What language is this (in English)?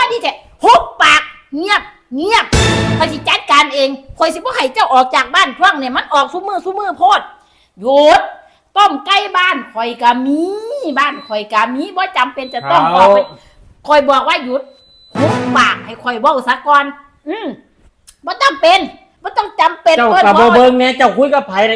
Northeastern Thai